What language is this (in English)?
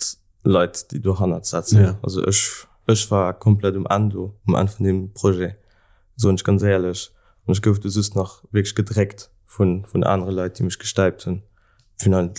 Luxembourgish